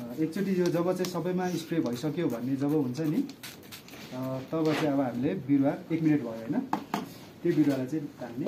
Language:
Nepali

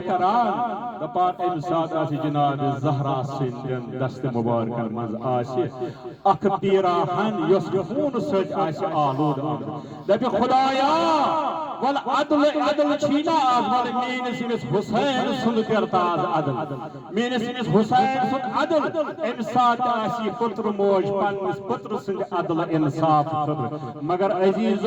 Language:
Kashmiri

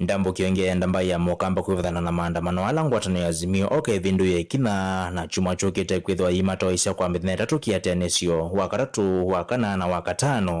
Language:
Kamba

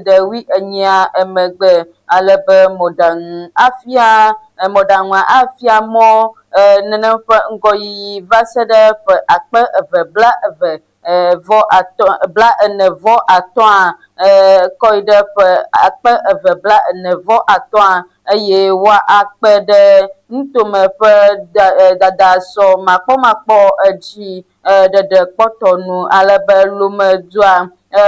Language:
Ewe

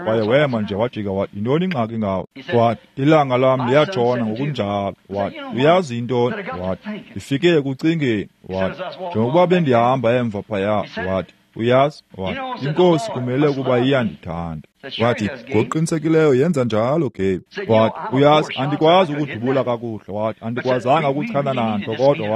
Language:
Xhosa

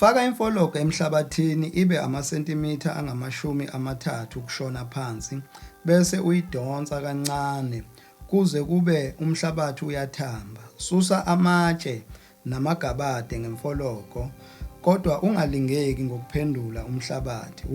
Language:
Zulu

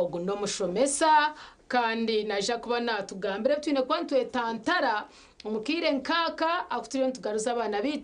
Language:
Nyankole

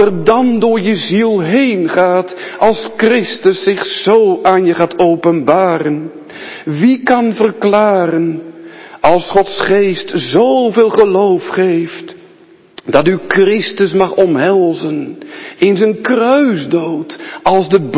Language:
Dutch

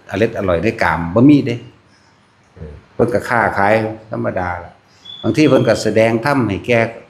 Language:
Northeastern Thai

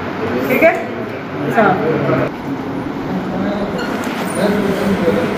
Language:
Marathi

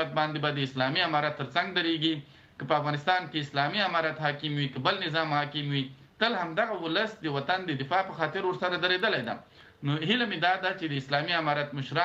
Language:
Pashto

